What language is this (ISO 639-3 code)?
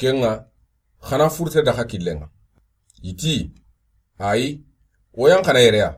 snk